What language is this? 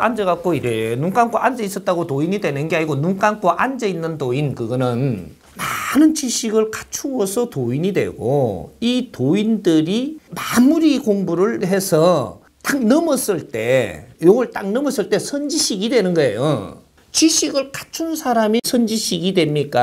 Korean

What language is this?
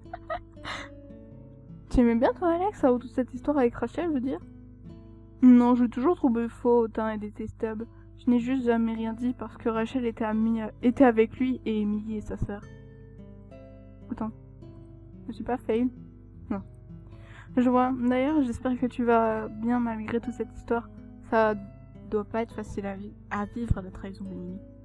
French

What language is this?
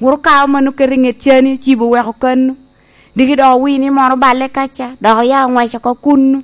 Lango (Uganda)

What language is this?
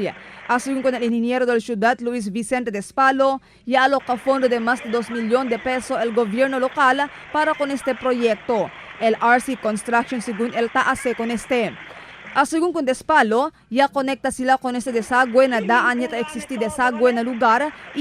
Chavacano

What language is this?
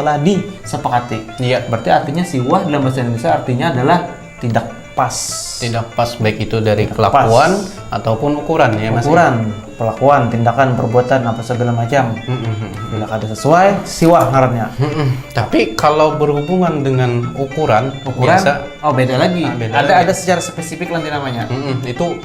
Banjar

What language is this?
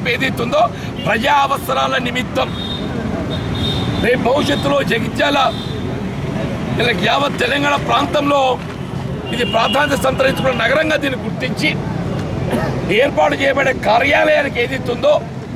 Telugu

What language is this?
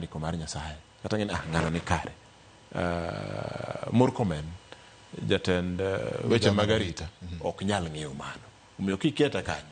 Luo (Kenya and Tanzania)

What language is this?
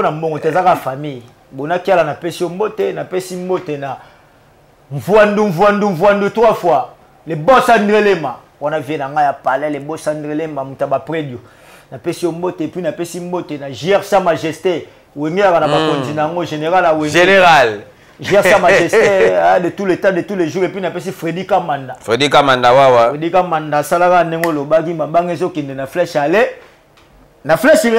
Lingala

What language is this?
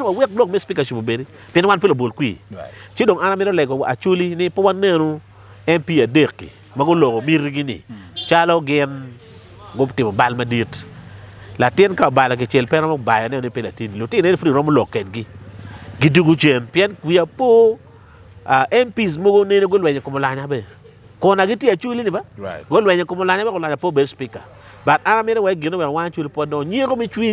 Acoli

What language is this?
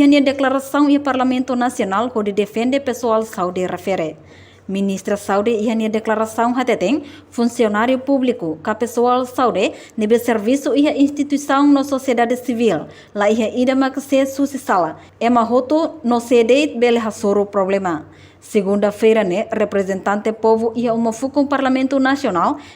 Tetum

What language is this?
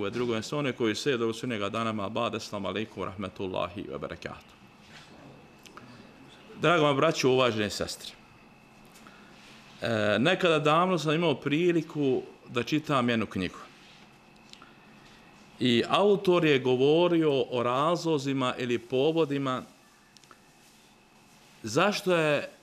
Bosnian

